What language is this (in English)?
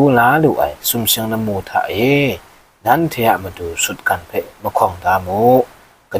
Kachin